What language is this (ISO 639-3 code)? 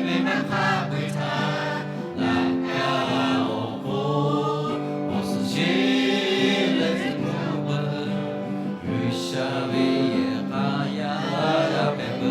lhu